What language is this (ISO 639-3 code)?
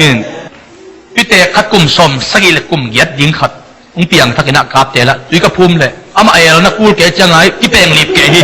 ctd